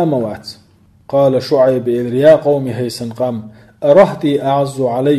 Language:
Chechen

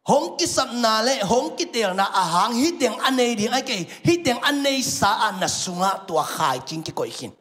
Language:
Tedim Chin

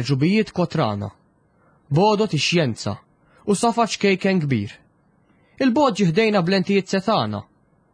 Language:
Maltese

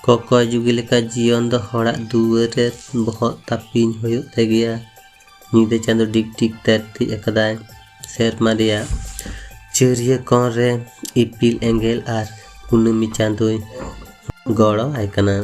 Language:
Santali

